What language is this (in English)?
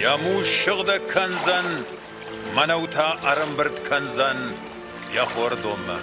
Ossetic